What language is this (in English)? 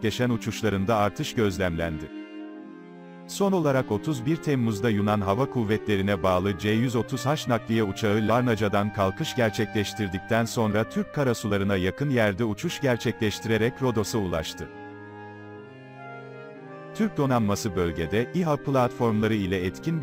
Turkish